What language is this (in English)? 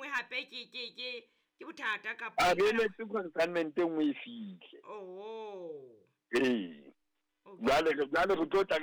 Southern Sotho